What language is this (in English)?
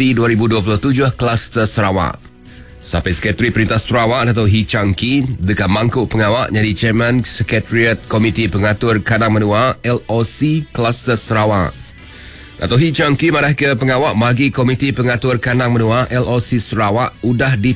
Iban